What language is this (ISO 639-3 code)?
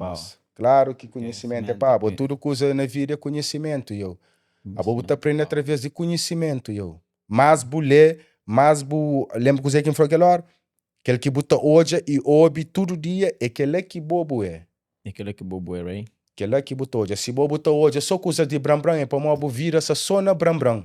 kea